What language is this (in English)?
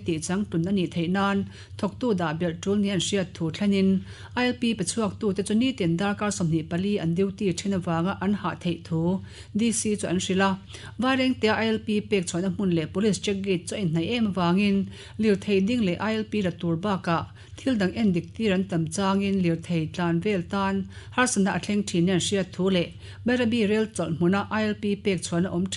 Mizo